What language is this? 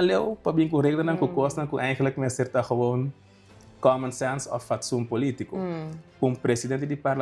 Papiamento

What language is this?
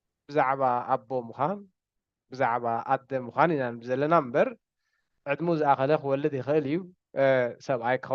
Tigrinya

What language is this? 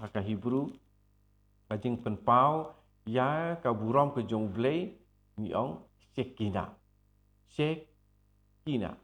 Khasi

